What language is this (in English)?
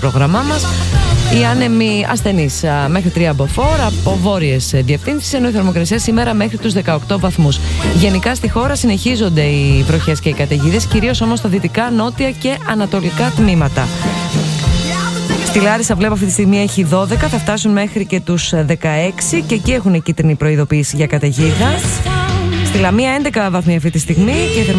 Greek